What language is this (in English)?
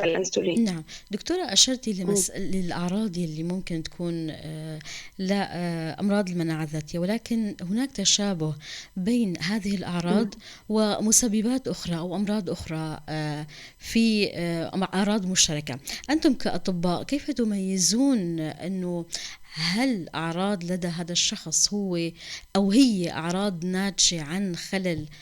North Levantine Arabic